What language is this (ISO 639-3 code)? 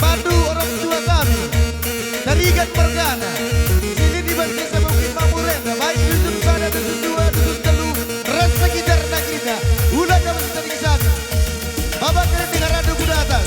btx